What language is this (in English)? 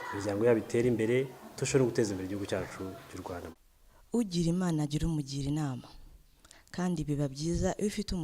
Kinyarwanda